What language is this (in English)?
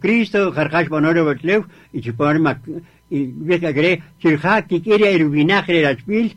Kaqchikel